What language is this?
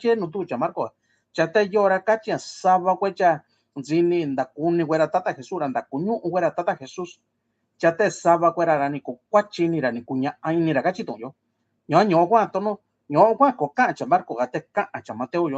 Mixtepec Mixtec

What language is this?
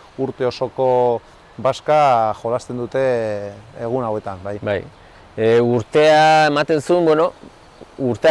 Basque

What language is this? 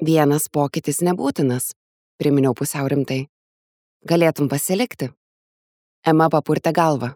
Lithuanian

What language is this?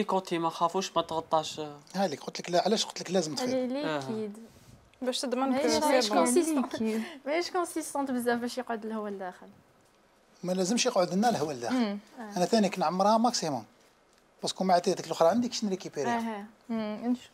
Algerian Arabic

